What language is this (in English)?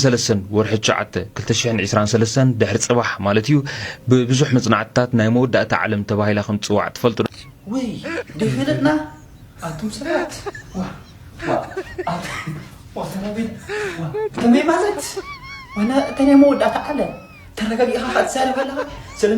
Tigrinya